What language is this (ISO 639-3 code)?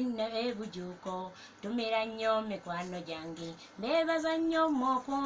lug